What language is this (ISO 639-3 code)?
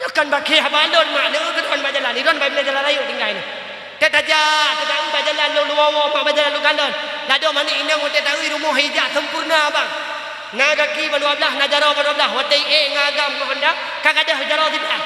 ace